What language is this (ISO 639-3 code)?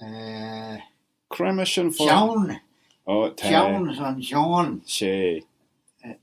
glv